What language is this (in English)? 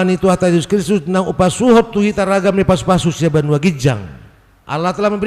Batak Toba